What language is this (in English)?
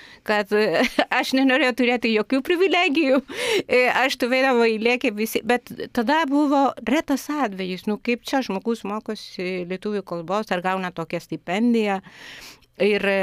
Lithuanian